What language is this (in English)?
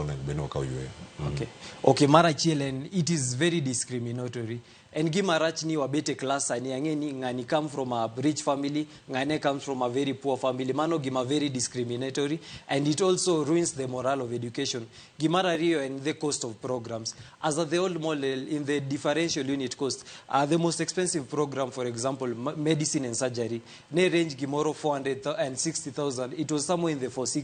Luo (Kenya and Tanzania)